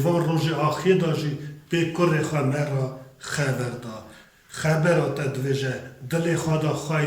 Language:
Kurdish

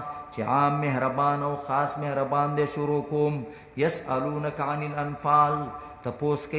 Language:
Pashto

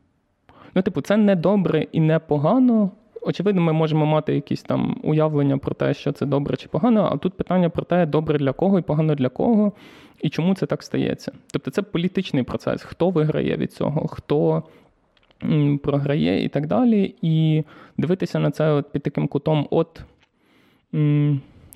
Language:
Ukrainian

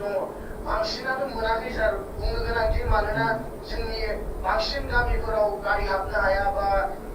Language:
Bodo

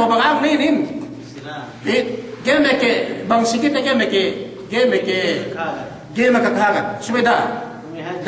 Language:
Yakan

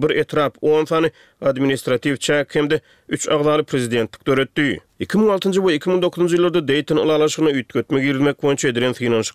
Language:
Turkmen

